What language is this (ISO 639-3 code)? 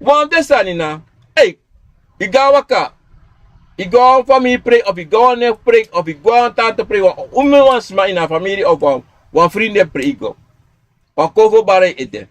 srn